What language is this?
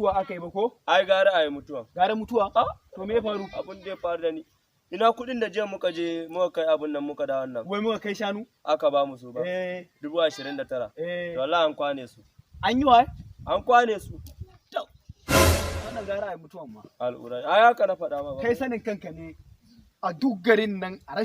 Hausa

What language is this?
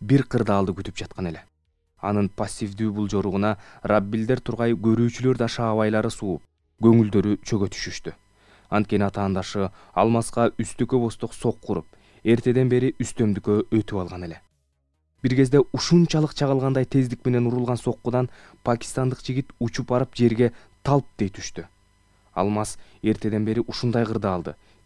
Kyrgyz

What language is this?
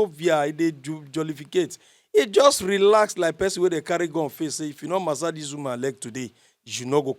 Nigerian Pidgin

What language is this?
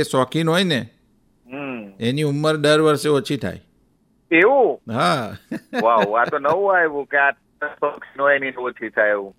Gujarati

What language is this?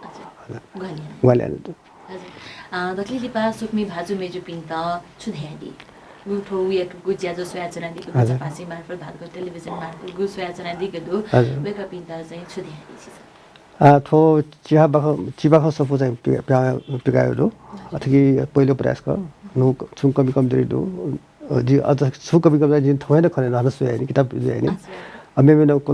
Newari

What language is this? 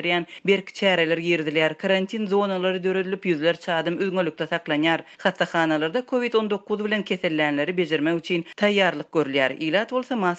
Turkmen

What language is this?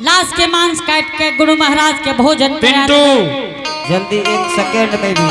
Angika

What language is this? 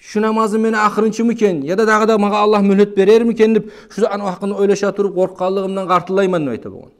Kumyk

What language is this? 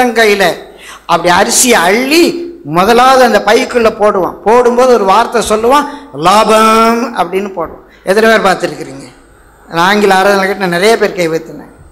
Tamil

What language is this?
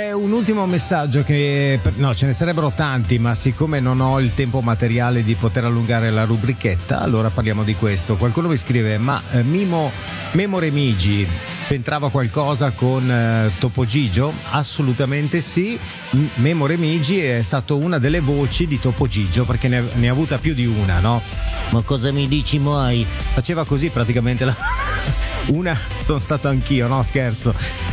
Italian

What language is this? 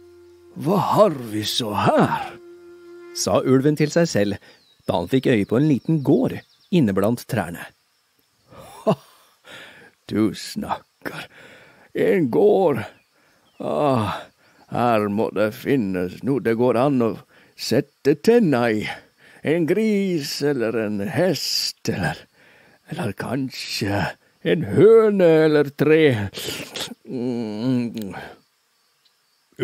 Norwegian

